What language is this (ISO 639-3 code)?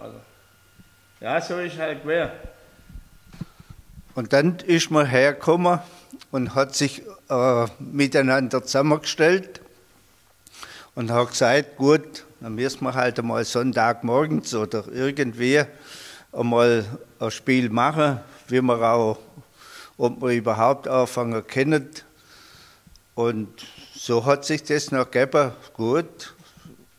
deu